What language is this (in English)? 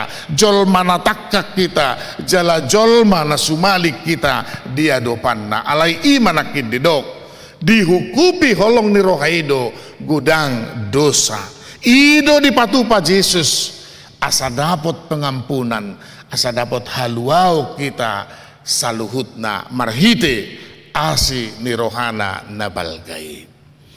Batak Toba